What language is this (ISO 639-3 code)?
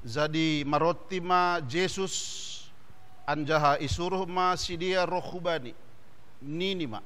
bts